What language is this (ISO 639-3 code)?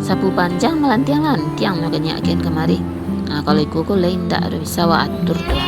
min